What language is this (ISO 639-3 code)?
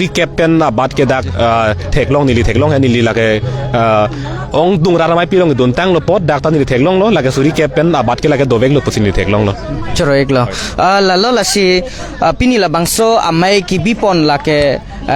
mjw